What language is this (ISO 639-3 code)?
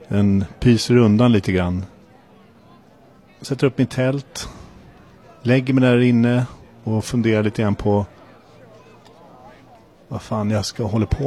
swe